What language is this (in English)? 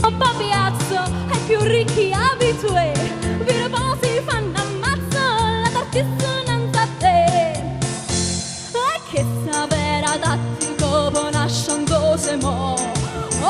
Neapolitan